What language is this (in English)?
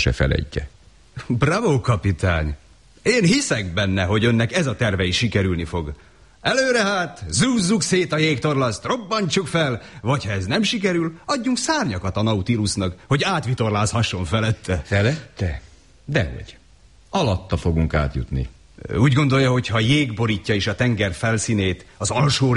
Hungarian